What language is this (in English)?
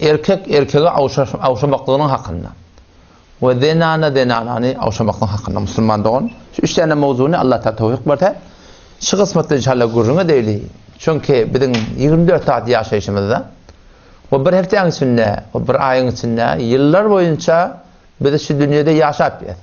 Turkmen